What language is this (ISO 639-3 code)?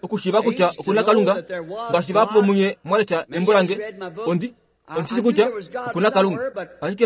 kua